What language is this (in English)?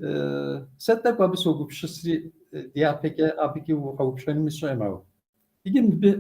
Kabardian